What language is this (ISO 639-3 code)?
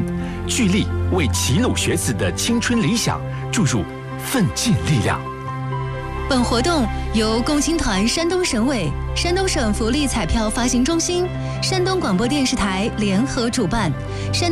zho